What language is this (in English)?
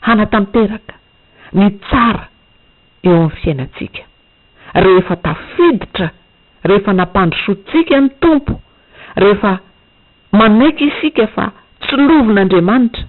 Malagasy